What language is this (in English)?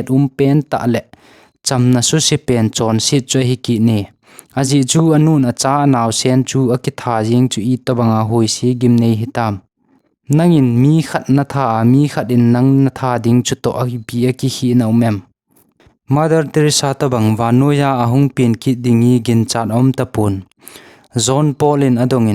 Thado Chin